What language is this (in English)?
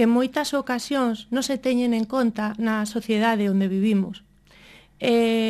Galician